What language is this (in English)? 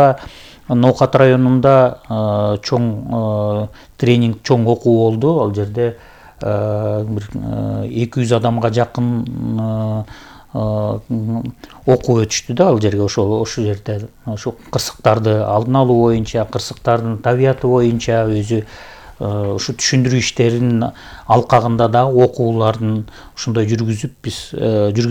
Kyrgyz